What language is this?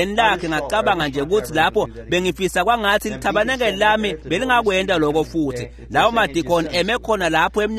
Swati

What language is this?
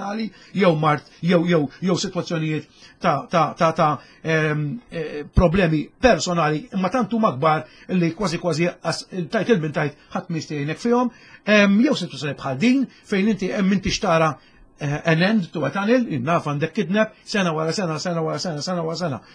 Maltese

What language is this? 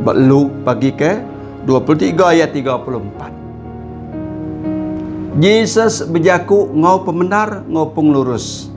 Iban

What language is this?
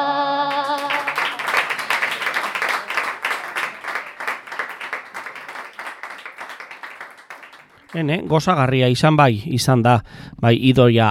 Basque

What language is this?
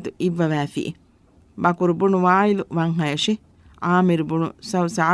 Divehi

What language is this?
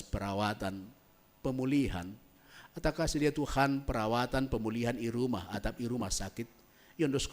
Batak Simalungun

